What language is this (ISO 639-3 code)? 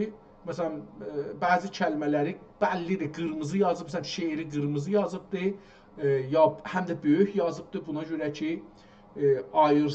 azb